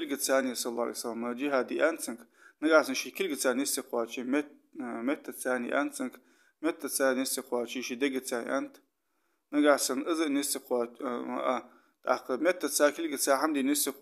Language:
Ingush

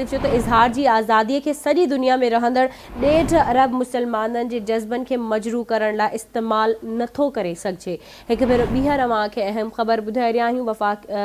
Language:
Sindhi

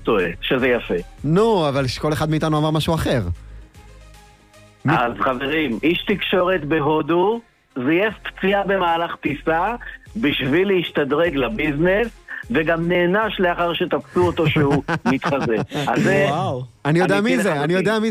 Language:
Hebrew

